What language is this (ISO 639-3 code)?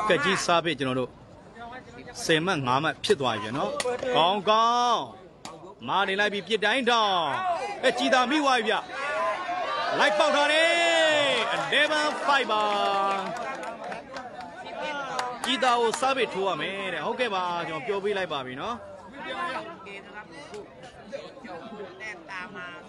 mya